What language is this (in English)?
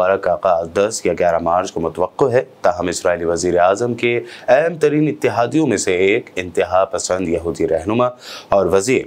Urdu